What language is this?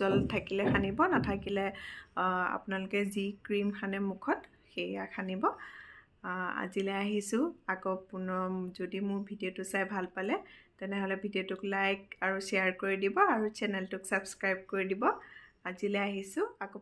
Assamese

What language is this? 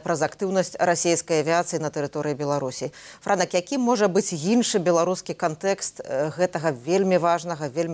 Belarusian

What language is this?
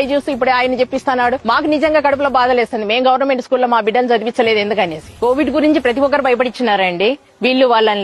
Telugu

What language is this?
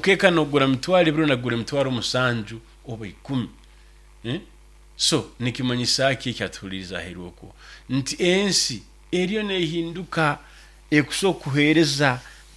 Nyoro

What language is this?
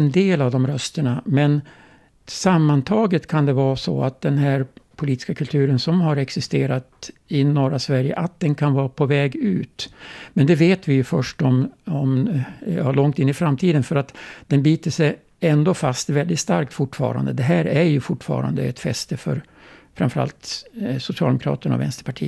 Swedish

